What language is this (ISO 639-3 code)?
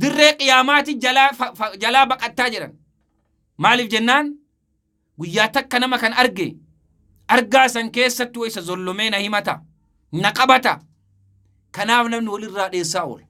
orm